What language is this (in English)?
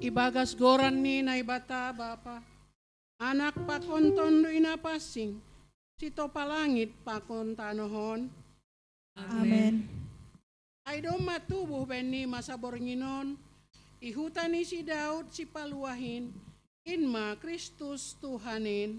Batak Simalungun